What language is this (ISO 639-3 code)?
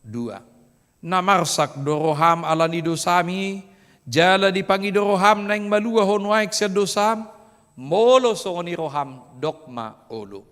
bbc